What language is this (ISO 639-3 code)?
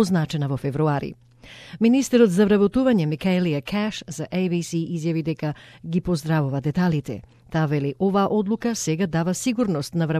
mkd